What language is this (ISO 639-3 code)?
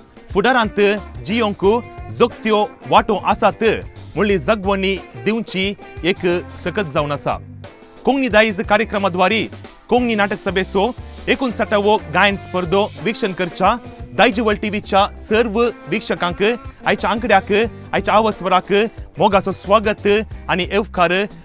kok